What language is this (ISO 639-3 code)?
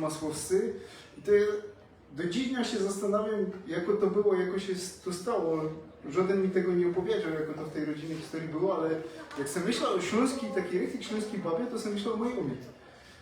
szl